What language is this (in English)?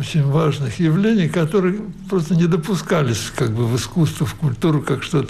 Russian